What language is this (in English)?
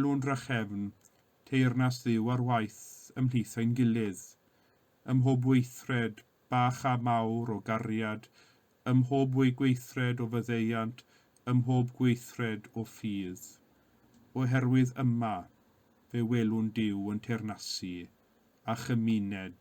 Welsh